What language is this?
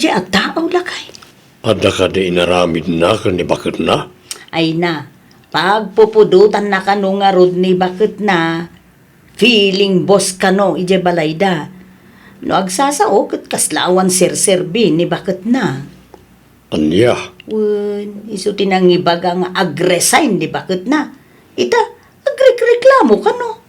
Iloko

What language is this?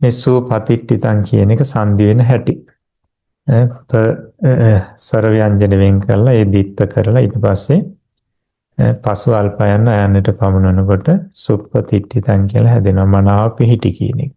Sinhala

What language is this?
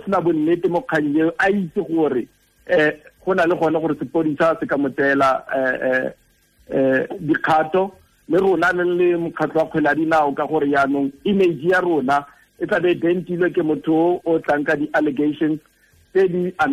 Tswana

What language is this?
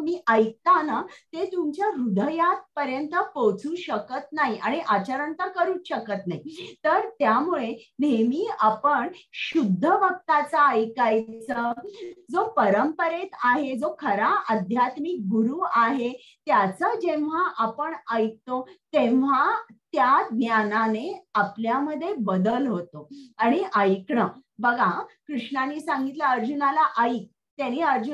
Marathi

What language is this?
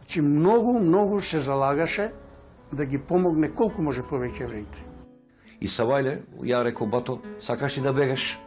Macedonian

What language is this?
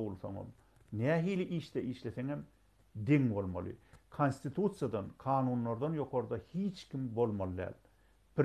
Turkmen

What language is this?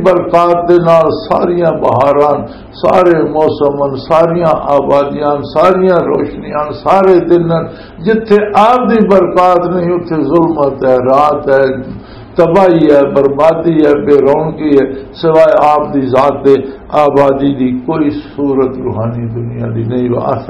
Western Panjabi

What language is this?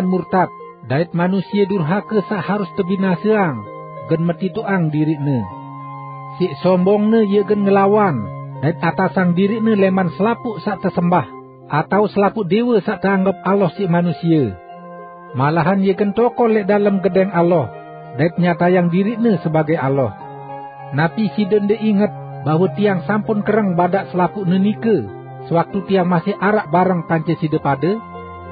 Sasak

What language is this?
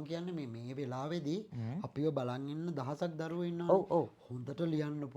Sinhala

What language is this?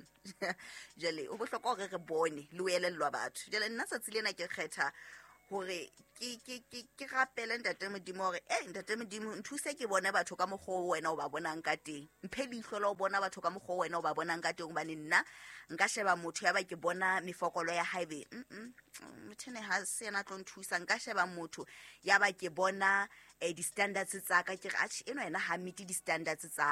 Southern Sotho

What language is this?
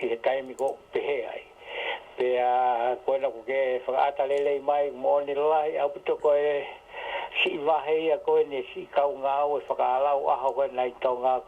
Tongan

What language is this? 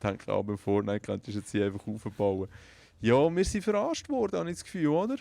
Swiss German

